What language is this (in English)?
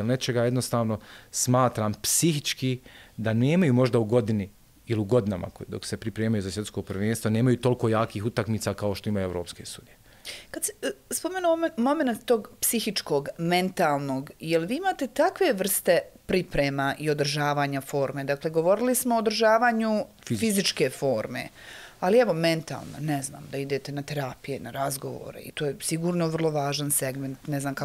Bosnian